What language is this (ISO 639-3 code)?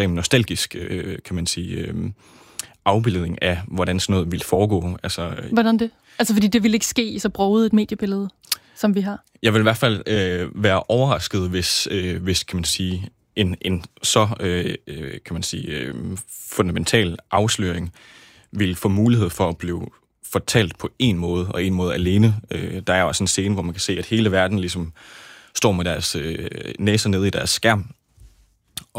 dan